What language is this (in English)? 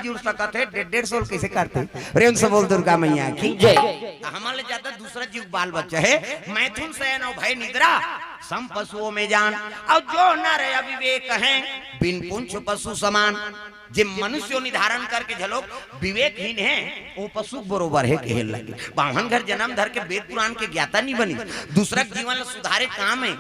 Chhattisgarhi